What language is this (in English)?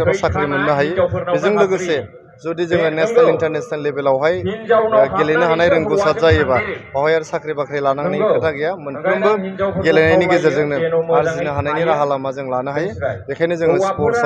Bodo